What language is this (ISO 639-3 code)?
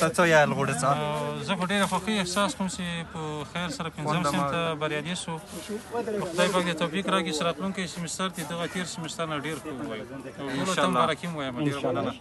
pus